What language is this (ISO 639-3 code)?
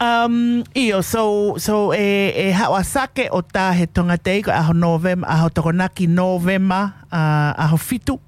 ton